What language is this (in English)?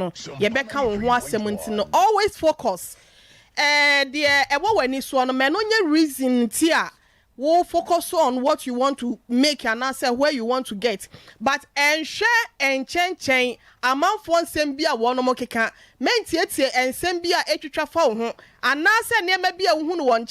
Akan